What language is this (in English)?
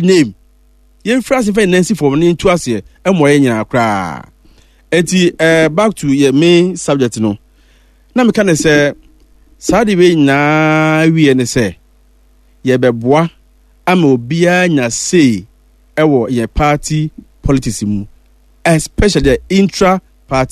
Akan